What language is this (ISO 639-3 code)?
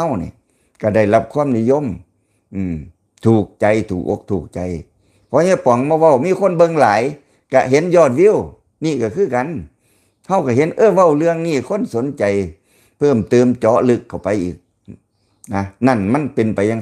lao